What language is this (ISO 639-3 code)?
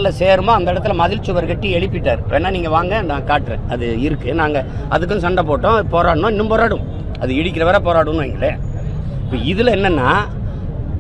tam